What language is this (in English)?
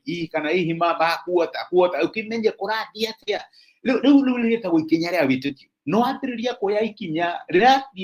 Kikuyu